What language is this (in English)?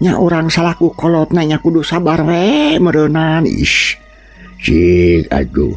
Sundanese